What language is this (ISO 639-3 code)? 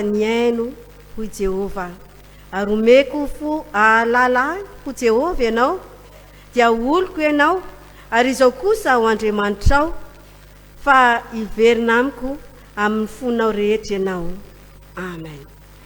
mlg